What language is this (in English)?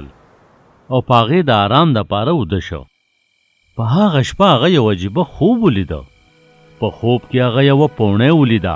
Pashto